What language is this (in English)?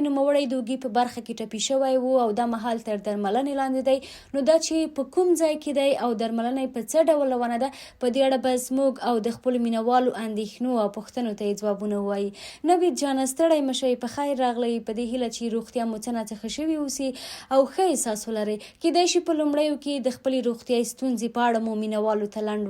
Pashto